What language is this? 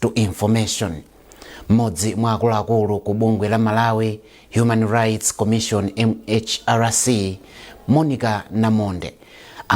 Nyanja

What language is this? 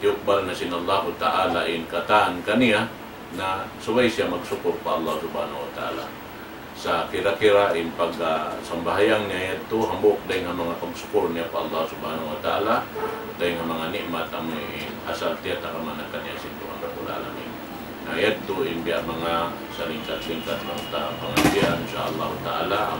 Tausug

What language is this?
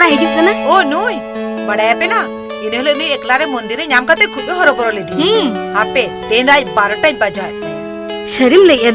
Santali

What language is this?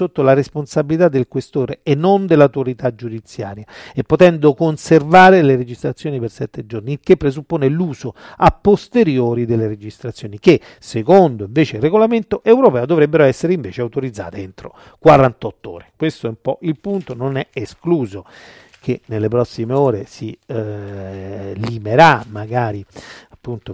Italian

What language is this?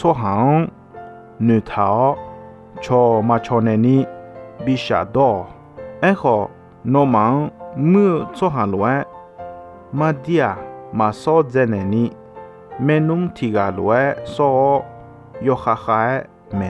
Akha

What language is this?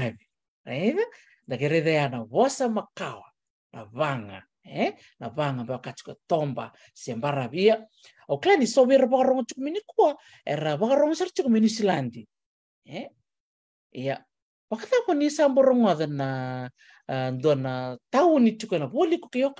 Fijian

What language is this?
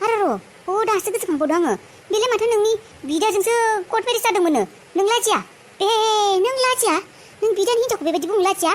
Bodo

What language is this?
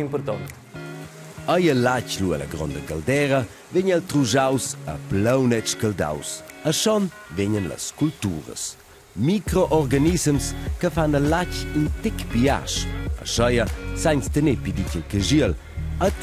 Romansh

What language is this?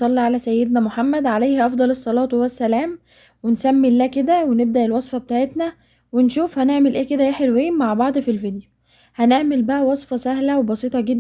Egyptian Arabic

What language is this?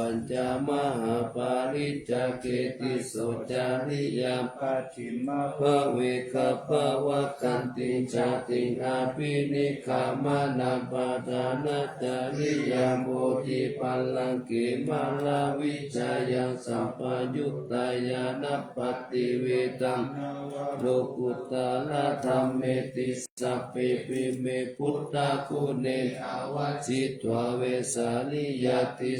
Pali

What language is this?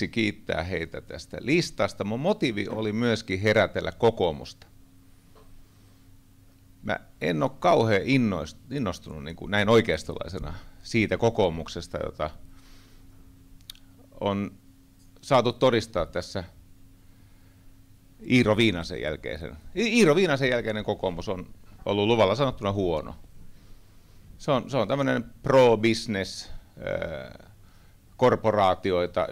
Finnish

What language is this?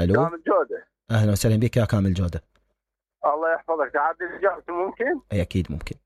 Mesopotamian Arabic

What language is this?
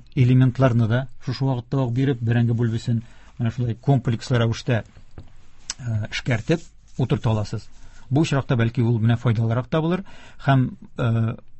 Tatar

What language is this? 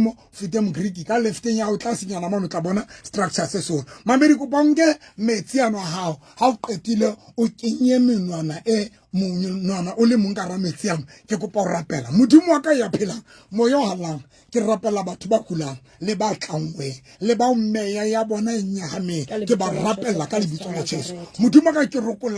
Southern Sotho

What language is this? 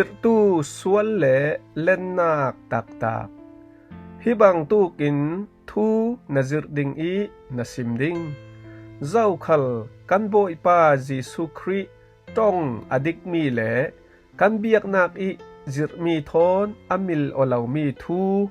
Falam Chin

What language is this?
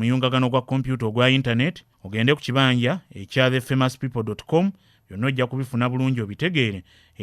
Ganda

